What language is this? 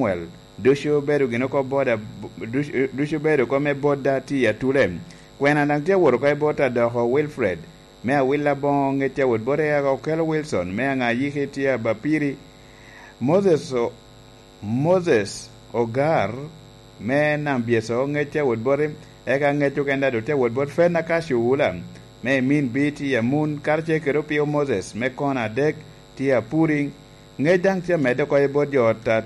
Lango (Uganda)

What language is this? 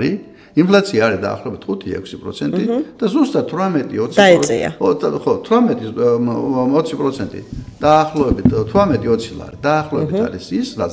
Georgian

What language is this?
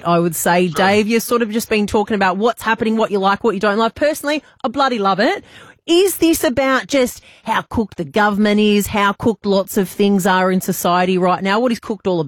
English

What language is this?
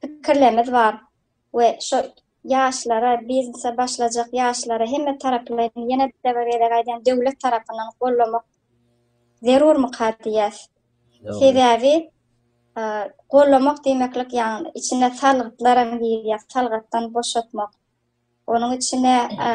Turkmen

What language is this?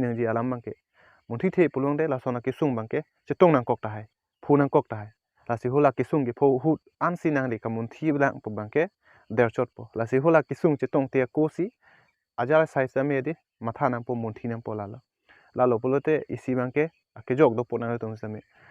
Karbi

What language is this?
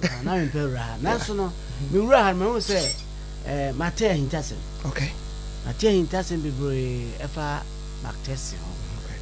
Akan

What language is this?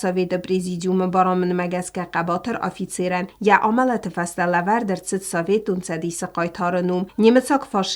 Ossetic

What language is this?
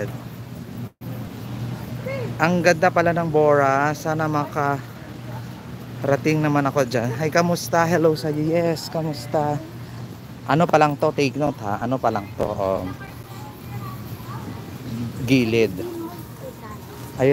Filipino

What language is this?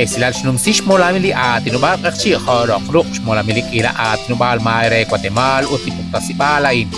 Kekchí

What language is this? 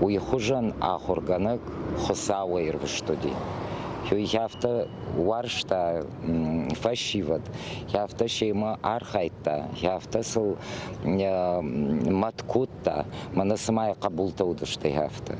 Ossetic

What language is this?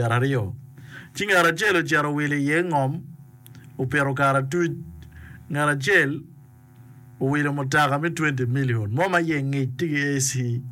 Acoli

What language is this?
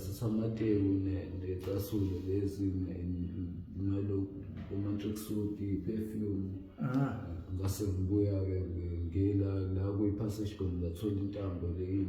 Zulu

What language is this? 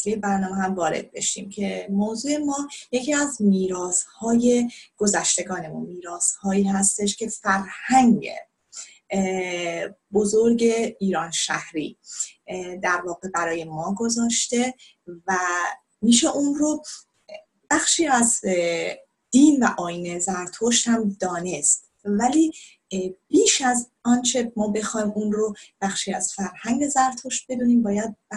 Persian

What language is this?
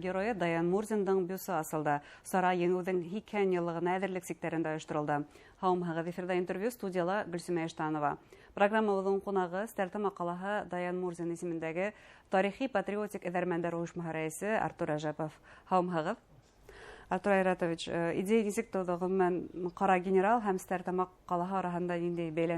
Bashkir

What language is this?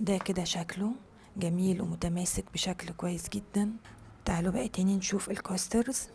Egyptian Arabic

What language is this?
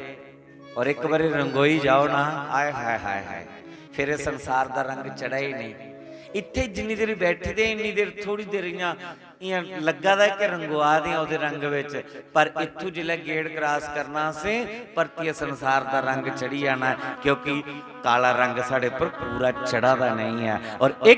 Dogri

